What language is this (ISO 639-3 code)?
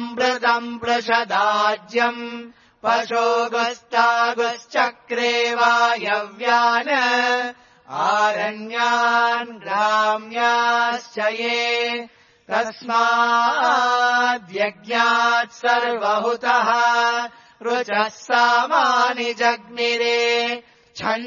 san